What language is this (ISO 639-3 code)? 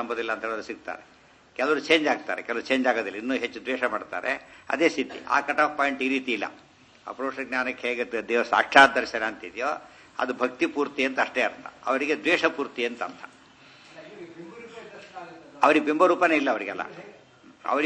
kan